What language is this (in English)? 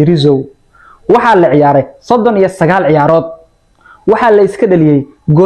Somali